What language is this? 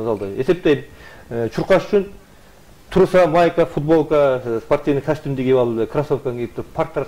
Kyrgyz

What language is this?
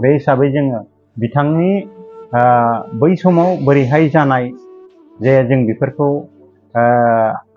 Bodo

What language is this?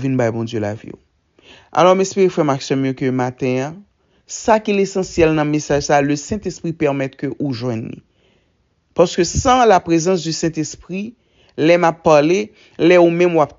Haitian Creole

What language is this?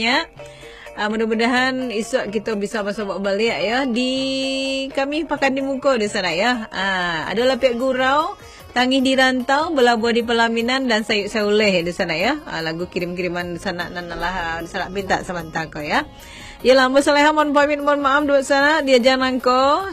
Minangkabau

